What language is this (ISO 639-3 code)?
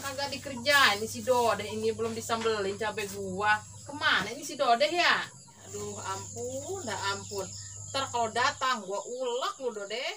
bew